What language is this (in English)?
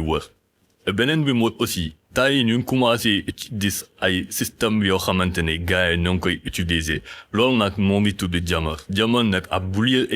Wolof